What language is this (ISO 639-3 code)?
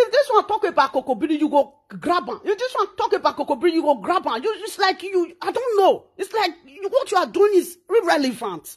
pcm